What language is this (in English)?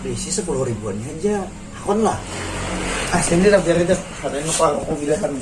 Banjar